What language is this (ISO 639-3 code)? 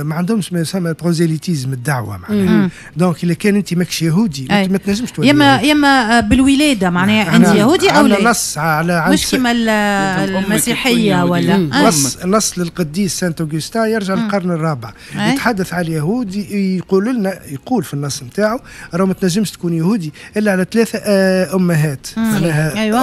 aeb